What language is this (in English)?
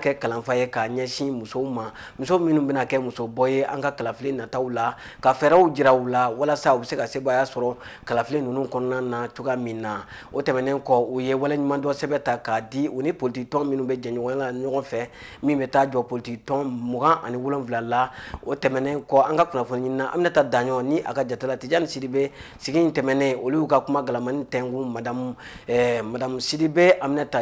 Bambara